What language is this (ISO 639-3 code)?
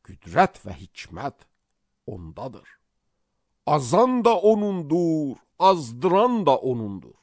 aze